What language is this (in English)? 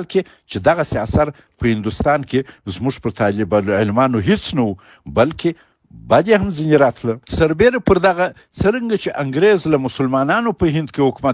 Pashto